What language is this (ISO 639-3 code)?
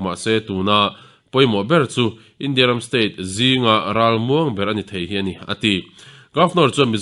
lus